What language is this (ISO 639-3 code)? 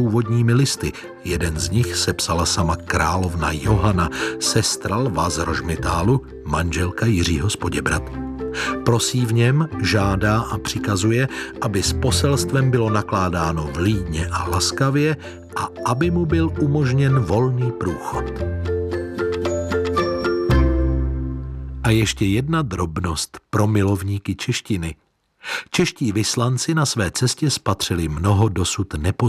ces